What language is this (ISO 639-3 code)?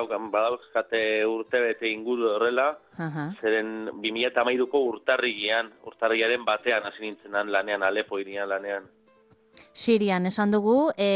eus